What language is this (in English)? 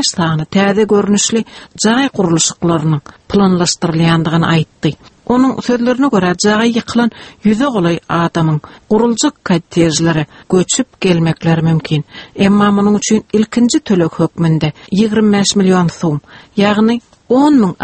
Turkmen